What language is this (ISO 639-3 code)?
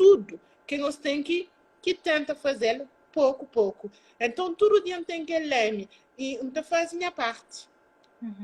kea